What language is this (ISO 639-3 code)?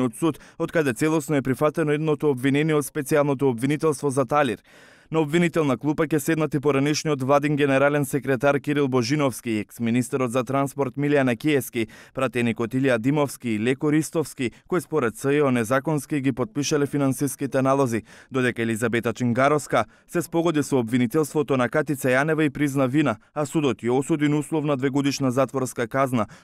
mkd